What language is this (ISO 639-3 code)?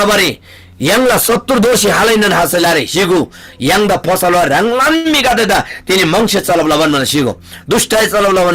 taj